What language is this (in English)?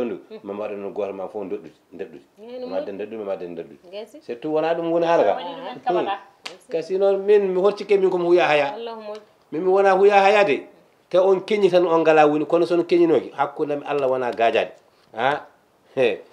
Fula